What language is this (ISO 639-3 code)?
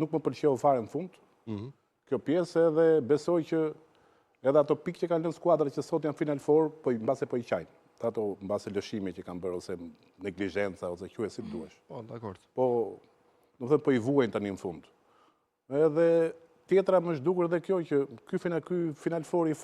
sqi